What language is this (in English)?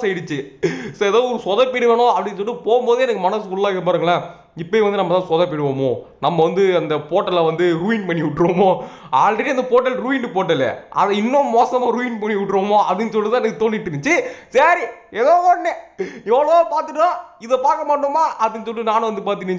Tamil